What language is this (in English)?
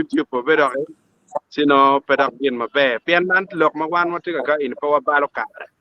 Acoli